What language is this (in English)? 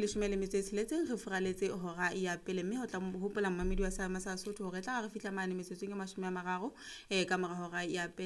Southern Sotho